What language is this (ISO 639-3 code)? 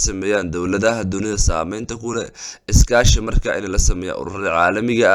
som